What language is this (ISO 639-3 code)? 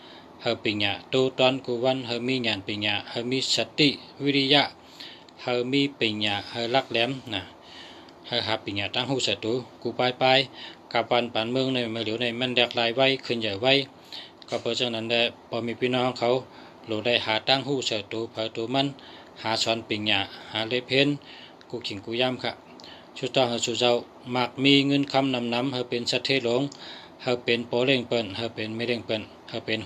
shn